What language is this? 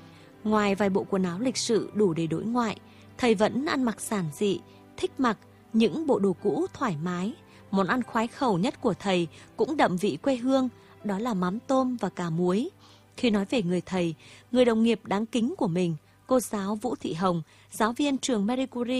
Vietnamese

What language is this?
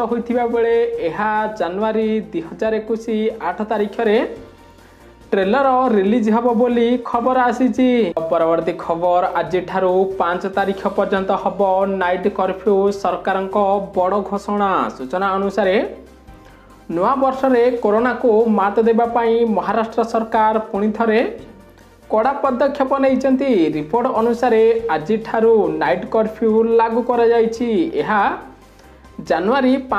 Odia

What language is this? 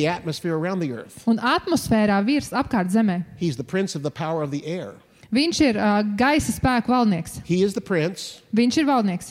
Latvian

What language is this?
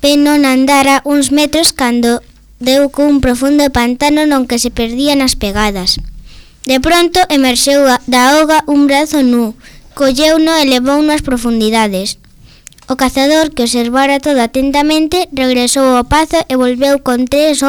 Galician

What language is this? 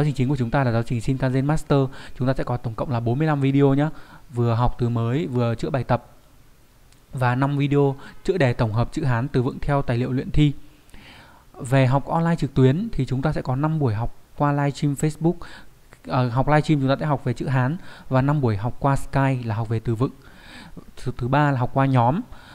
Vietnamese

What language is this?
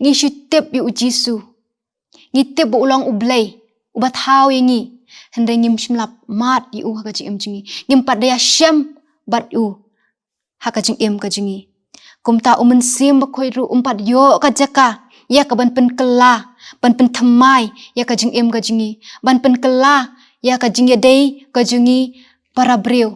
Khasi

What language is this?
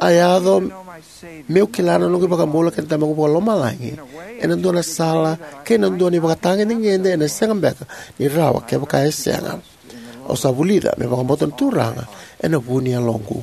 Fijian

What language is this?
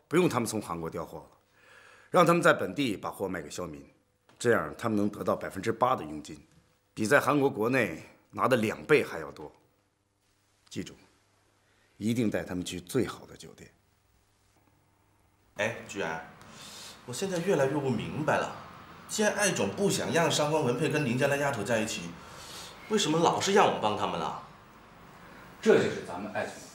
Chinese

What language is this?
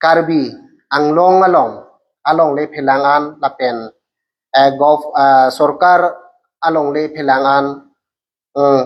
Karbi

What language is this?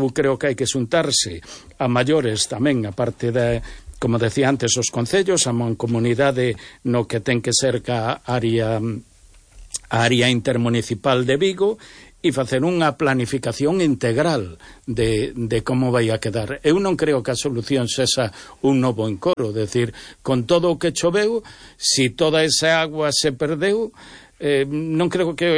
Galician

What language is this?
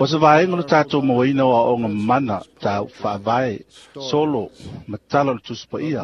Samoan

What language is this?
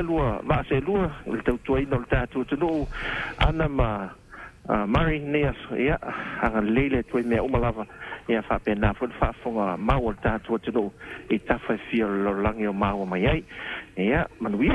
Samoan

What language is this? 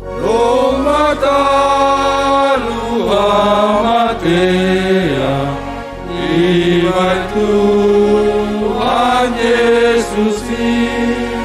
Batak Simalungun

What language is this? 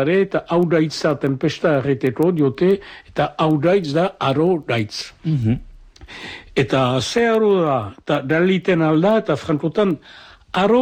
Basque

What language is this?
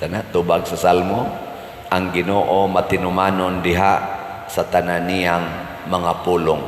Cebuano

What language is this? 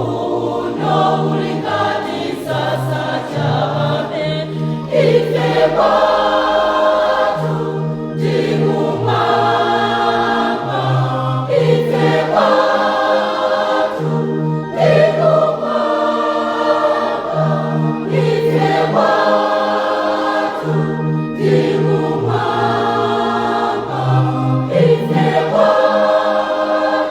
Nyanja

